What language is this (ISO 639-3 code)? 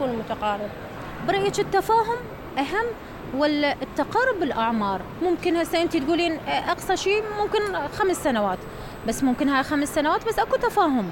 acm